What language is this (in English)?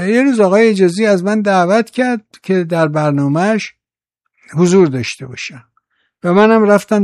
Persian